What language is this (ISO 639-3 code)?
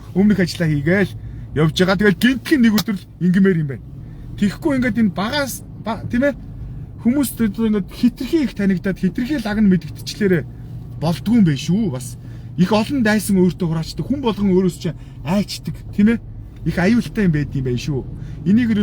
mon